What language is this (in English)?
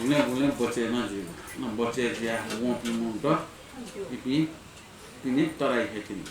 Newari